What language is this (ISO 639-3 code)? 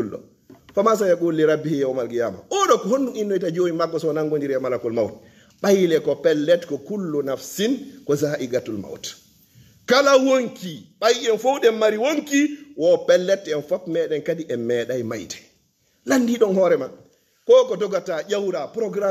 ful